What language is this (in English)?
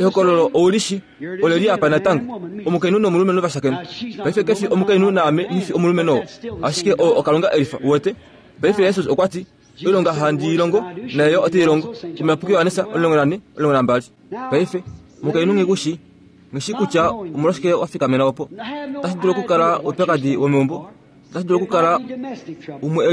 Kuanyama